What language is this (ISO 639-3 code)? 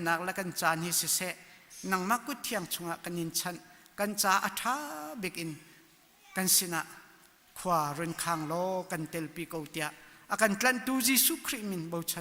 cnh